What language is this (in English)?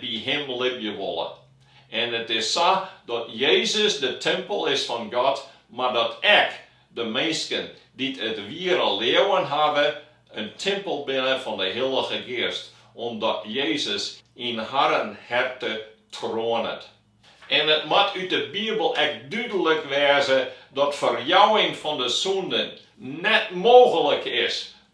Western Frisian